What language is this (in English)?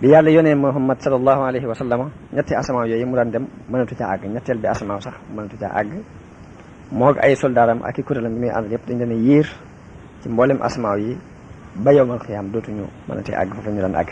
Wolof